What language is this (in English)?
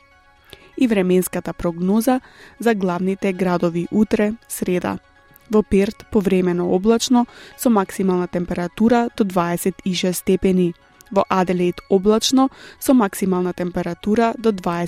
Macedonian